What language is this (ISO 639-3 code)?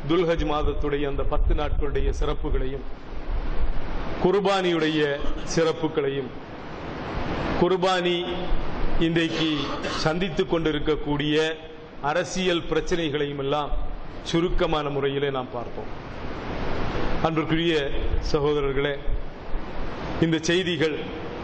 tam